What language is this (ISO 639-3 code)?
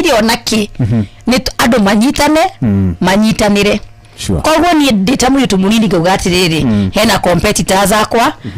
kik